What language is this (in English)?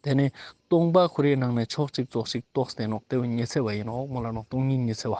Ladakhi